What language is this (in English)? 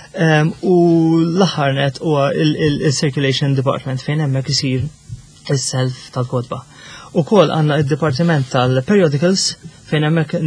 Maltese